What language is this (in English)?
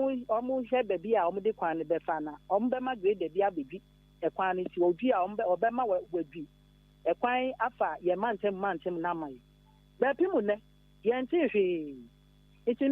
Akan